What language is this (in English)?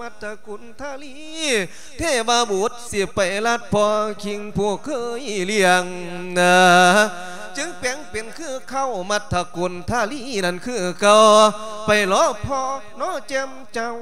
Lao